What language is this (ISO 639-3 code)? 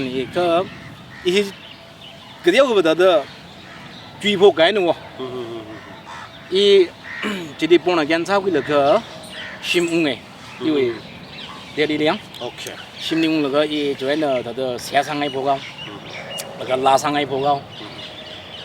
nmf